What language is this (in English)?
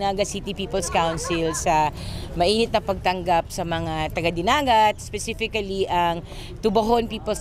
Bikol